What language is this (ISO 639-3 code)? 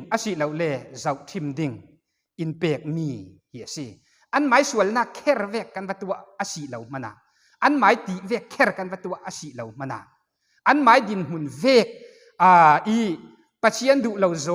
cfm